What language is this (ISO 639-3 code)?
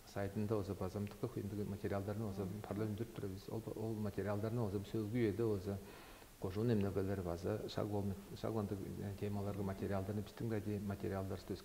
tyv